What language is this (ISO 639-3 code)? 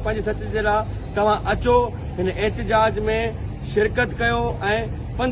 snd